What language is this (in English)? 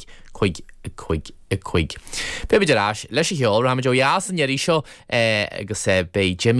Irish